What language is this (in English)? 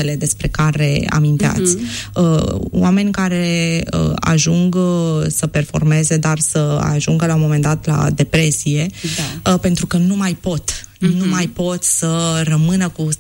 Romanian